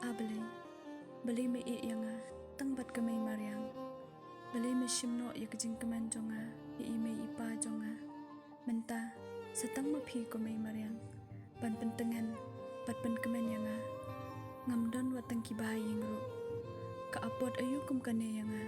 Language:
Khasi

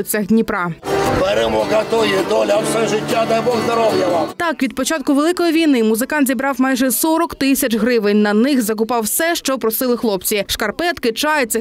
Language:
Ukrainian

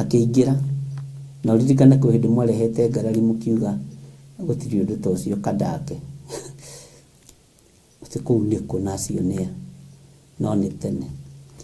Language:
Kikuyu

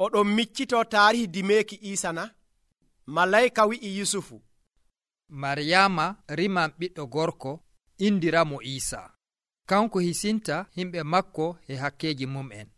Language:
Nigerian Fulfulde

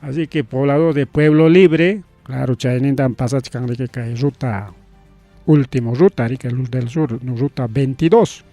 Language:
Ayacucho Quechua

